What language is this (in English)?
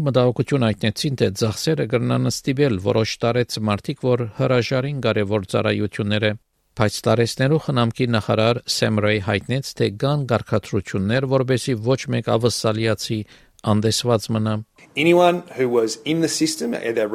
Armenian